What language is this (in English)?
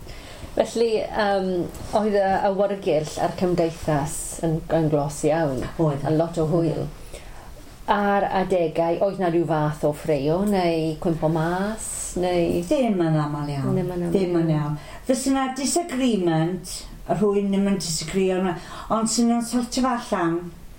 Welsh